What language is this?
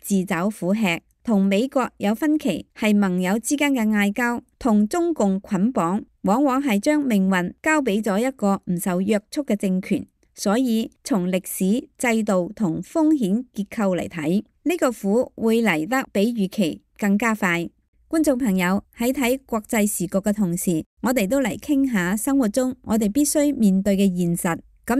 Cantonese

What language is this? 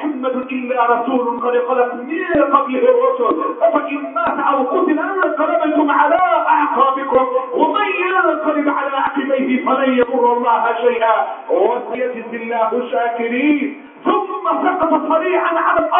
Arabic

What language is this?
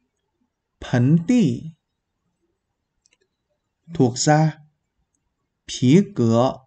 Vietnamese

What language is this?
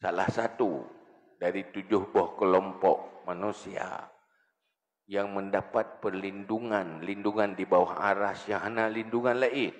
Achinese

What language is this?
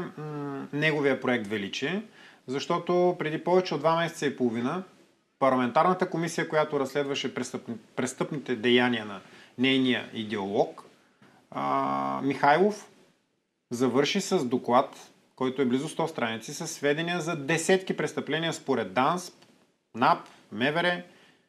Bulgarian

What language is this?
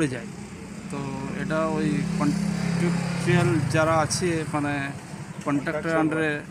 Bangla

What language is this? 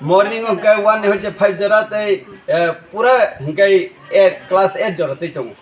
Kok Borok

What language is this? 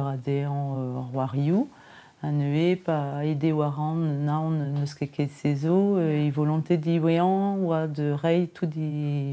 Breton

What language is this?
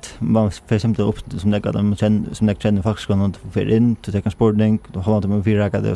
Faroese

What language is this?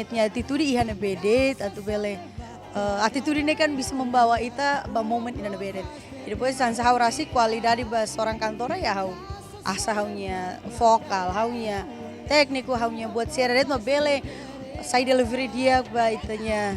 Tetum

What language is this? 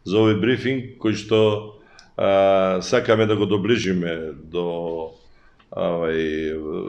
Macedonian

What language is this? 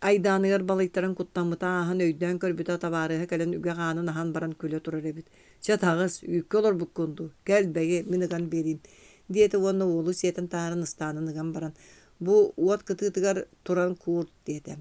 Yakut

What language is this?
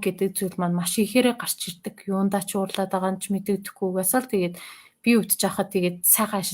Mongolian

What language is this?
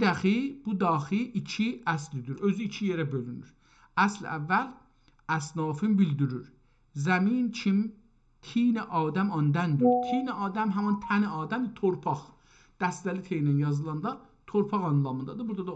South Azerbaijani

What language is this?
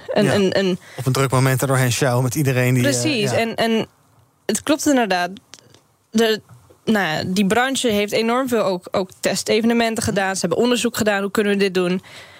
Dutch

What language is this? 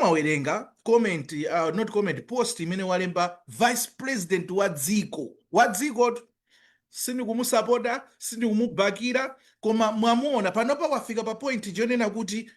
Nyanja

